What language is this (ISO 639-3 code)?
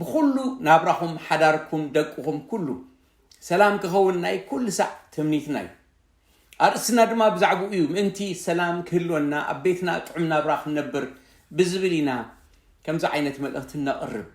tir